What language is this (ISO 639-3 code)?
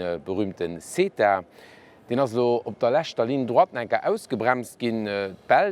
ltz